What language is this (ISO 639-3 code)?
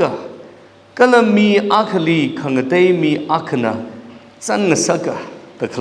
nmf